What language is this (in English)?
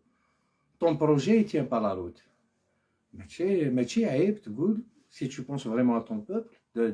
Algerian Arabic